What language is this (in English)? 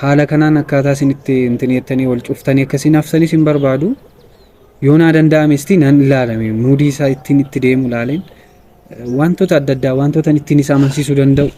Oromo